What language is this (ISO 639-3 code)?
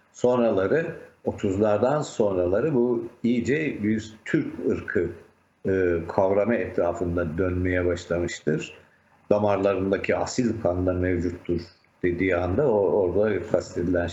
tur